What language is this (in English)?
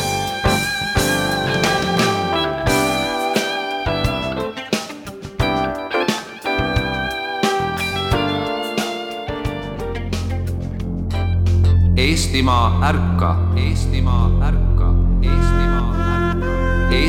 Estonian